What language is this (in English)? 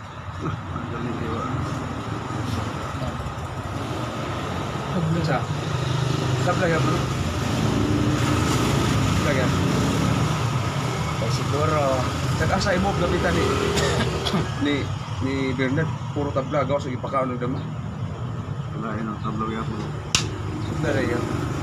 Cebuano